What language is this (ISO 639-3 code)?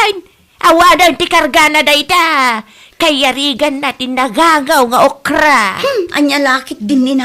ilo